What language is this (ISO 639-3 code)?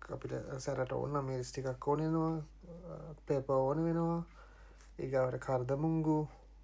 sin